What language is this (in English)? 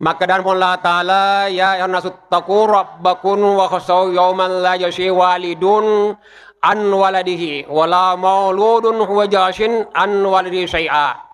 Buginese